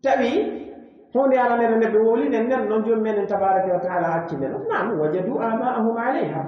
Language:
Pular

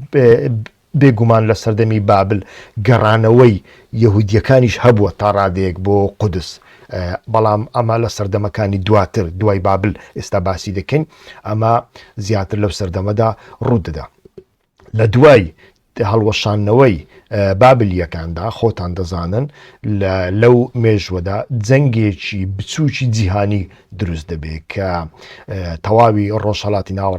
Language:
Central Kurdish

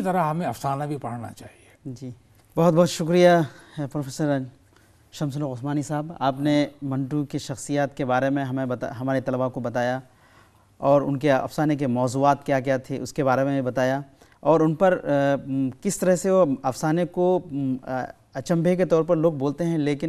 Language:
Urdu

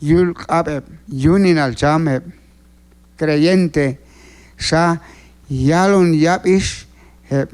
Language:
Q'anjob'al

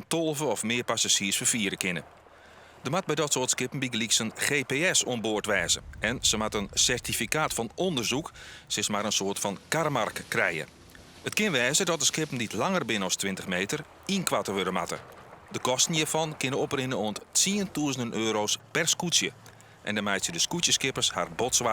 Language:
Western Frisian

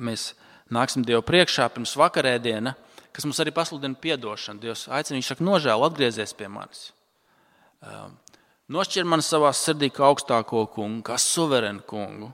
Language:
Latvian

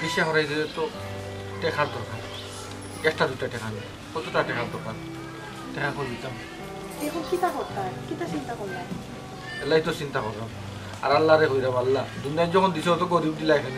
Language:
Sylheti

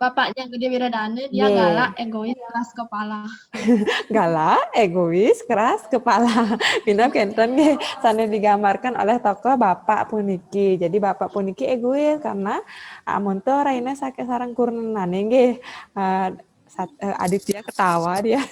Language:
Balinese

